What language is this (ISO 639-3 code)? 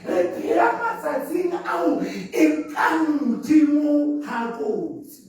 sot